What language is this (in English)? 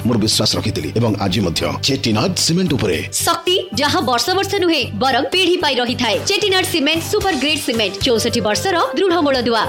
Odia